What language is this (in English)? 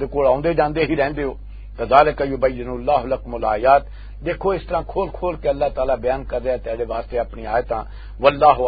Western Panjabi